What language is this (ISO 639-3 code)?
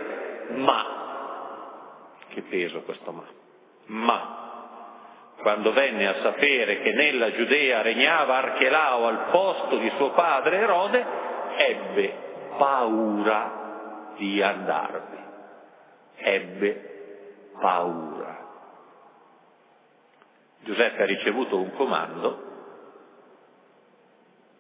ita